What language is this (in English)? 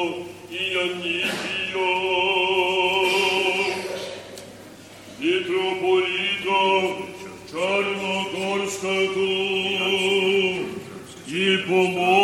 Serbian